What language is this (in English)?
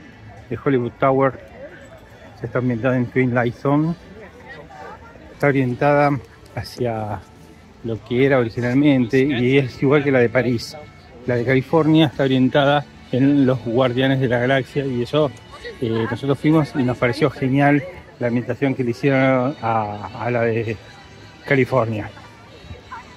Spanish